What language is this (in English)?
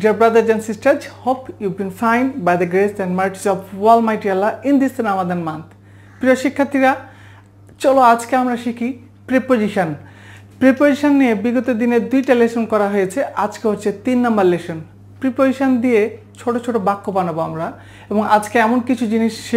Bangla